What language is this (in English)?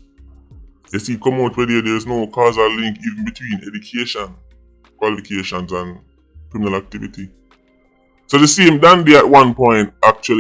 Jamaican Creole English